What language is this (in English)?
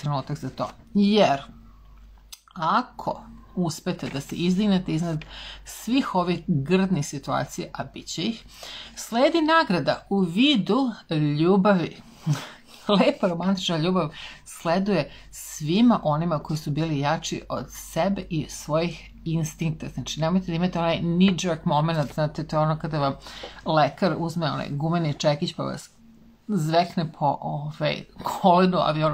Serbian